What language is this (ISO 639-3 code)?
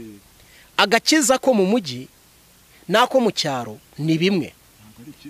kin